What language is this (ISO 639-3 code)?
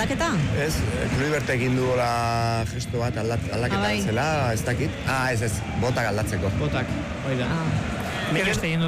eus